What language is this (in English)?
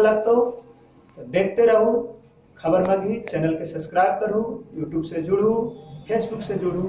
Magahi